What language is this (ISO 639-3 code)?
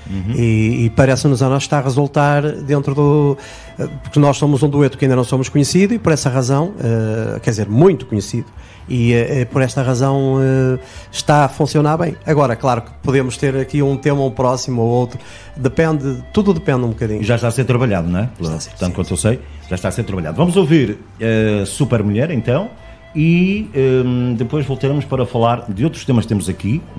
por